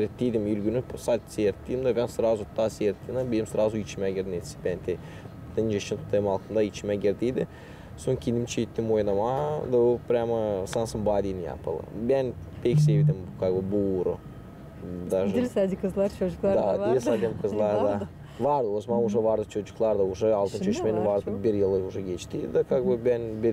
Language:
Gagauz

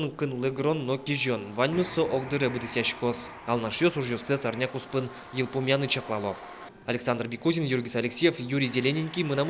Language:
Udmurt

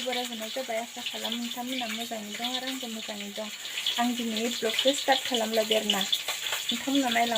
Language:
Bodo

